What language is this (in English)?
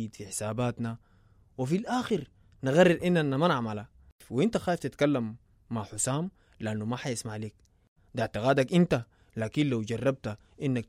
Sudanese Arabic